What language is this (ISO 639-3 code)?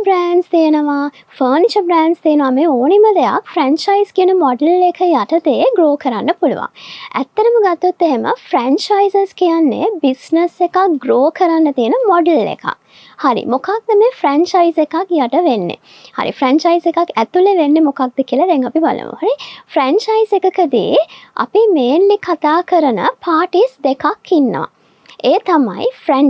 sin